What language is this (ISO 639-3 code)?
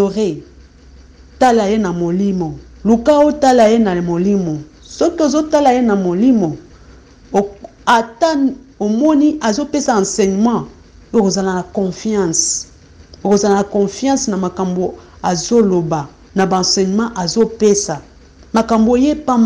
lin